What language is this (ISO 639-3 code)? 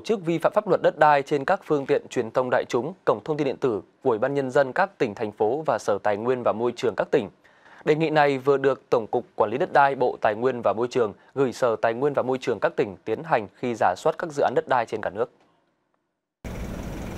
vie